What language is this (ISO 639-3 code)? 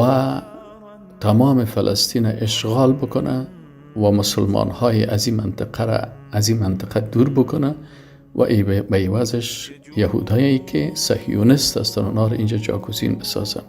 fas